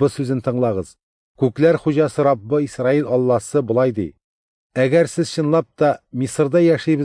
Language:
Tatar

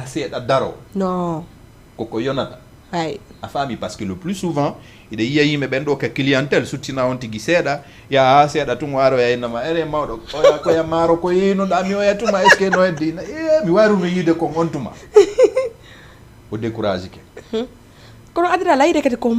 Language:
Fula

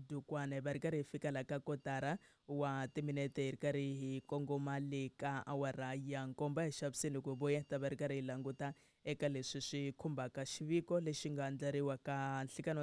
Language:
Tsonga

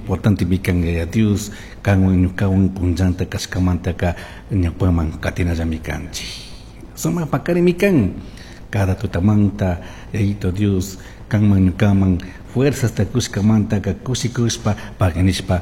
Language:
Chimborazo Highland Quichua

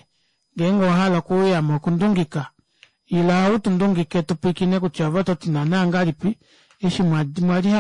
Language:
Kuanyama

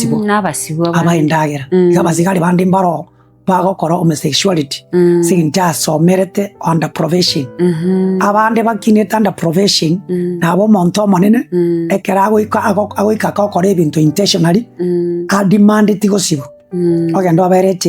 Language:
Gusii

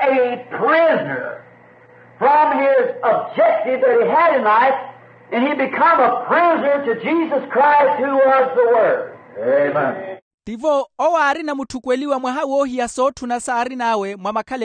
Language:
Makhuwa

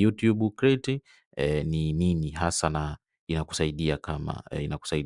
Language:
Swahili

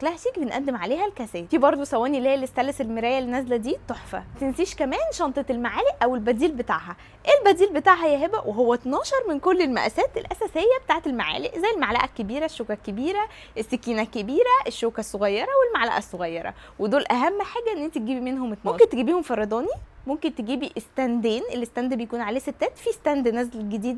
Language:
Egyptian Arabic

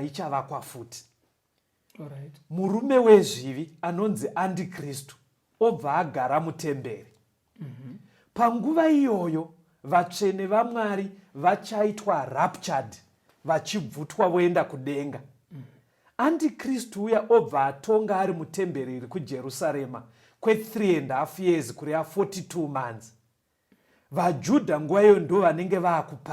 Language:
Shona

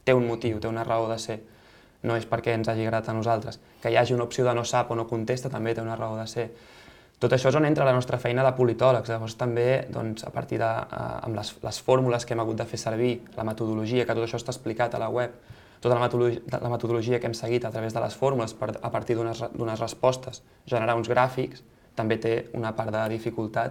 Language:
Catalan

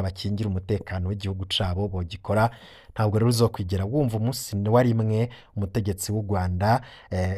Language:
Rundi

